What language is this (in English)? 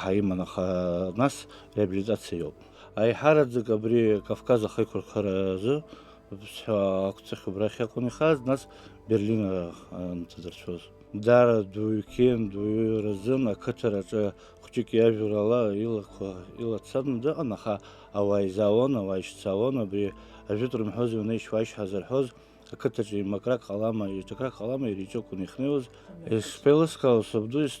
Abkhazian